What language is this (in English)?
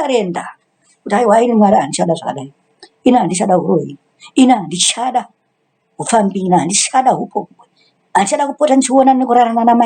Shona